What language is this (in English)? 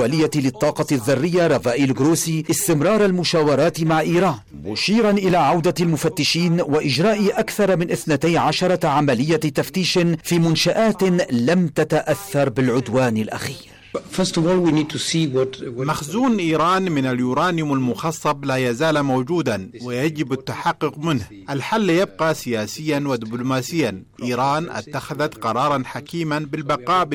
Arabic